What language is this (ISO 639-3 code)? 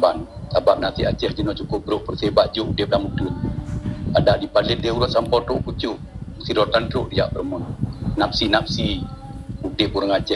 ace